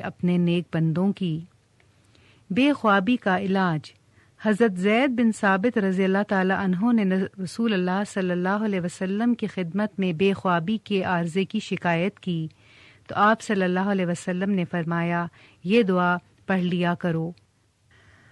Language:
Urdu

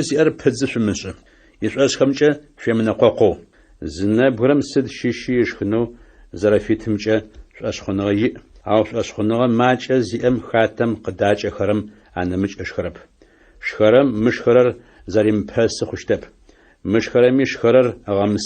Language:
Adyghe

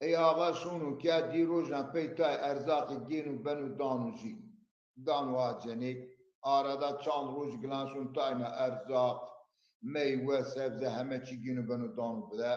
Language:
Zaza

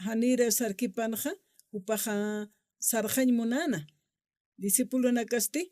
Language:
Aymara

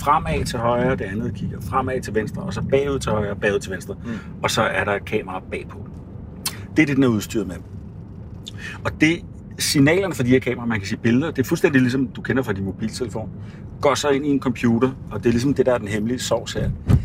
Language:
Danish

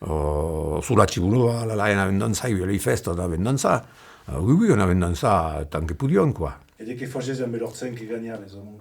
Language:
Occitan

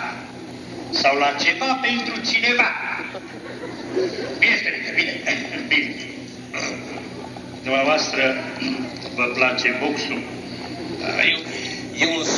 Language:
Romanian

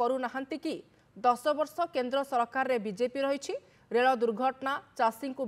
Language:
Odia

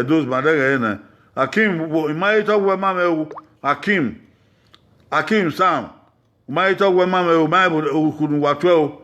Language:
Bini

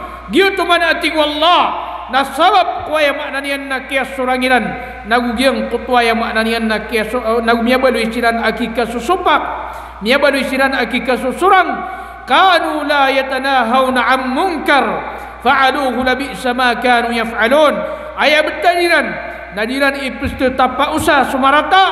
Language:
Maranao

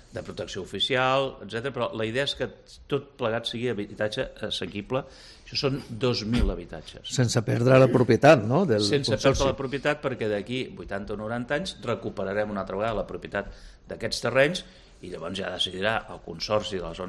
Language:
Catalan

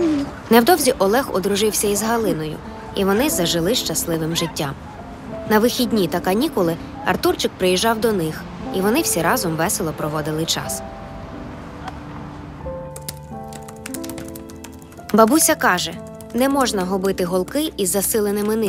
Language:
Ukrainian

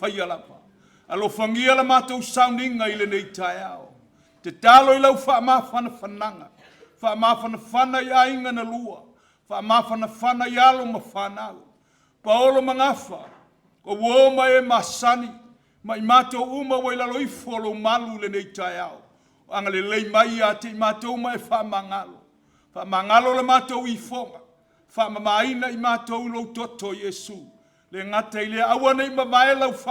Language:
Samoan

